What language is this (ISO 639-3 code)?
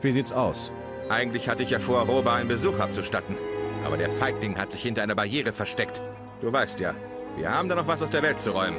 bar